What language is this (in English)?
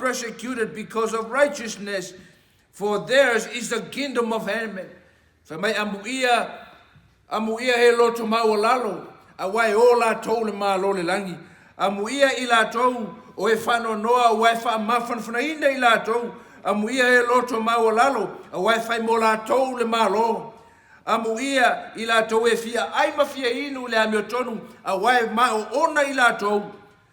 Samoan